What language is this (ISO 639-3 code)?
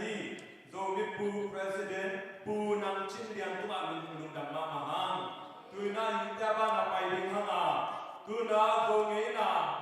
ctd